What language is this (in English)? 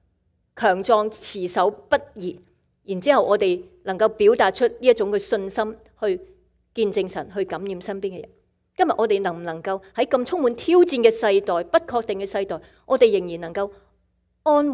Cantonese